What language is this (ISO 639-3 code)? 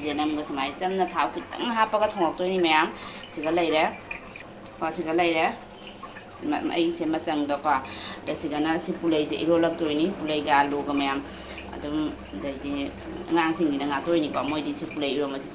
mni